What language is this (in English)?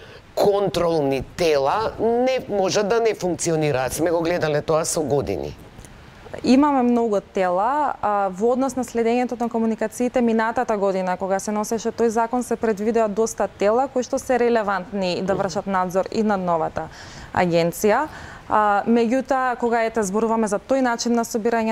Macedonian